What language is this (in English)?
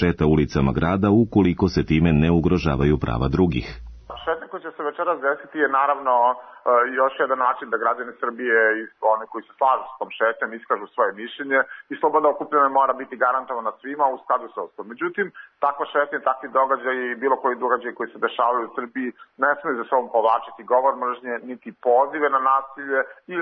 Serbian